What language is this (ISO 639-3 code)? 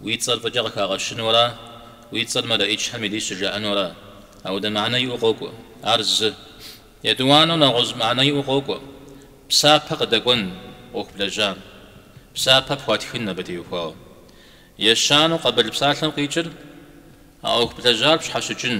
kbd